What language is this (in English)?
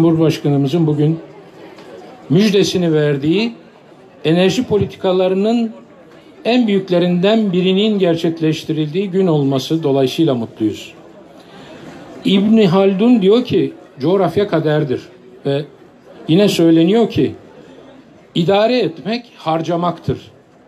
Turkish